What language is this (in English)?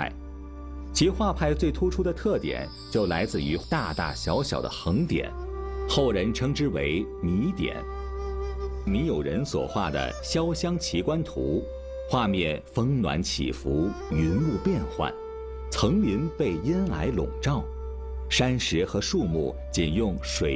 Chinese